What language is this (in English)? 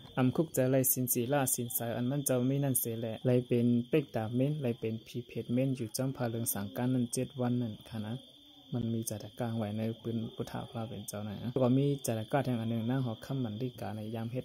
Shan